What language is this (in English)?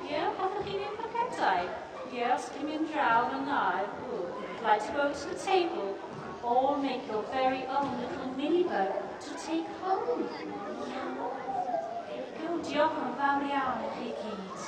Welsh